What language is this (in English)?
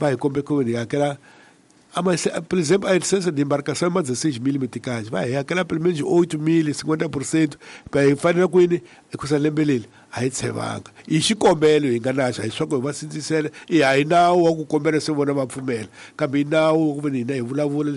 Tsonga